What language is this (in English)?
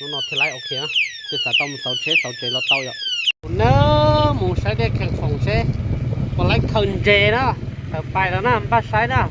Hmong